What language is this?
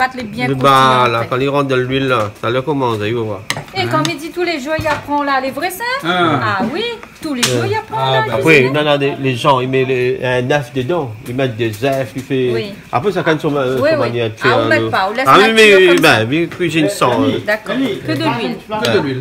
Réunion Creole French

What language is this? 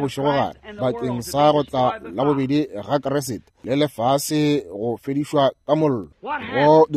Northern Sotho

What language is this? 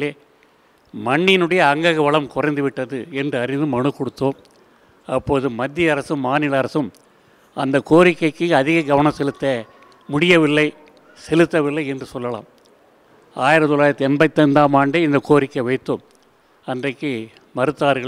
Tamil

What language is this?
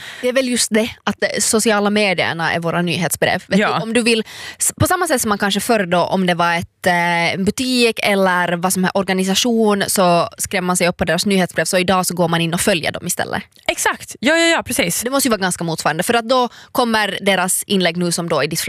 Swedish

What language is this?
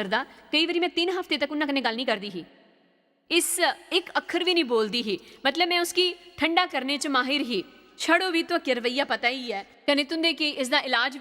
Dogri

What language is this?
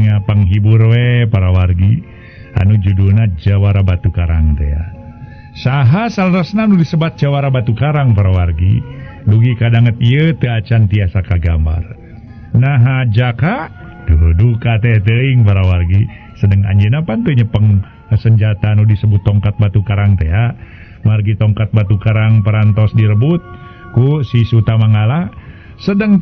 Sundanese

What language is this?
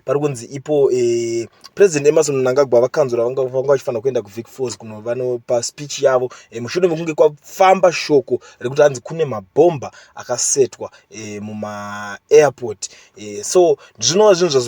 Shona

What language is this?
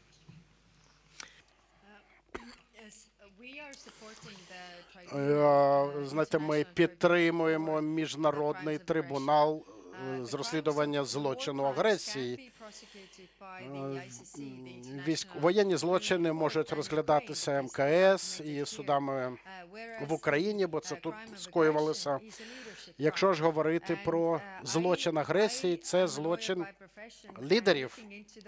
Ukrainian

